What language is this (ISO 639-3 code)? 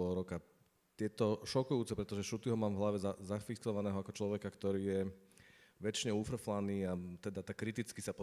slk